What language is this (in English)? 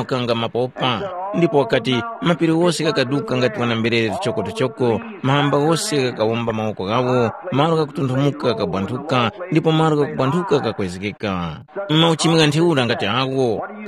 Tumbuka